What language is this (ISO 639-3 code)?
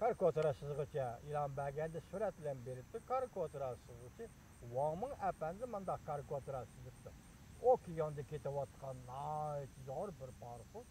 uig